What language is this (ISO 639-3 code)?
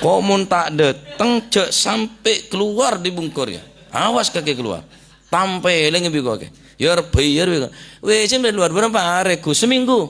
mad